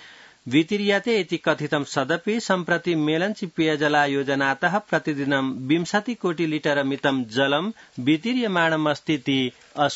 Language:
Sanskrit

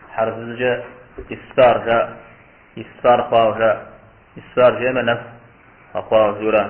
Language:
Kabardian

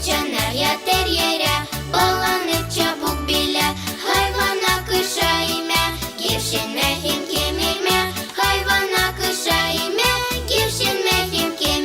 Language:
Gagauz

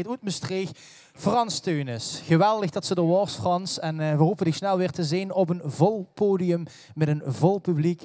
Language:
Limburgish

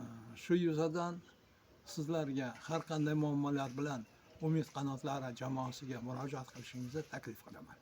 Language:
Uzbek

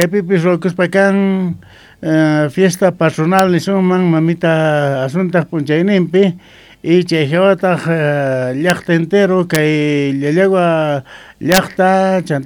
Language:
Quechua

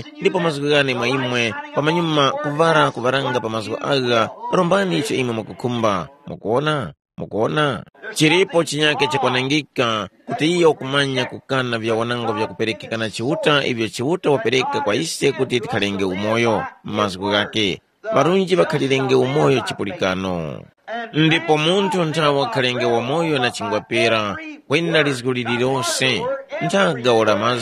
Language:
Tumbuka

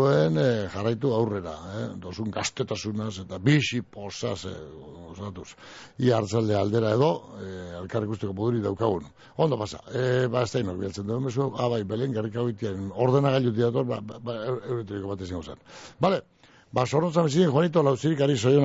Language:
Basque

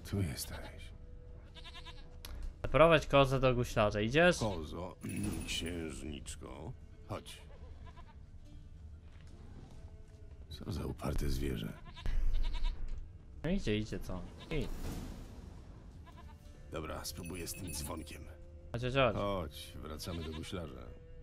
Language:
Polish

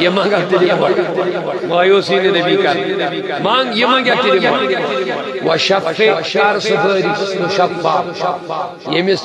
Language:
Kashmiri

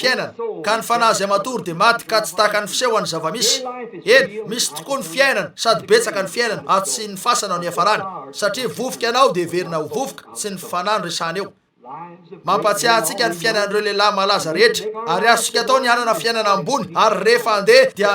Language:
Malagasy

